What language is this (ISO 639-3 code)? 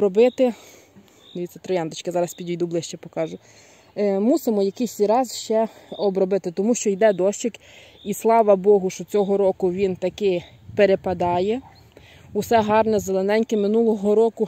ukr